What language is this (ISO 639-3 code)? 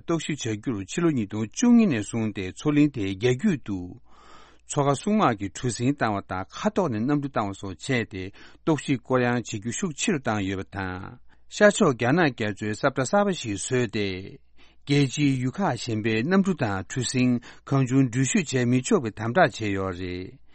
bod